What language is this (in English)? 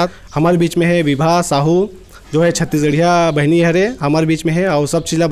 Chhattisgarhi